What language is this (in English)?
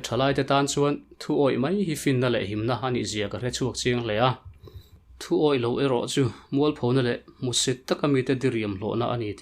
Mizo